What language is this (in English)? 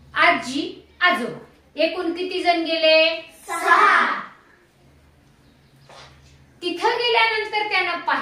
Marathi